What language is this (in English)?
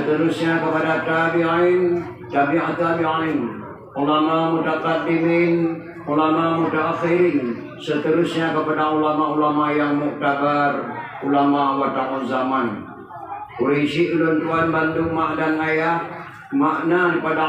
Achinese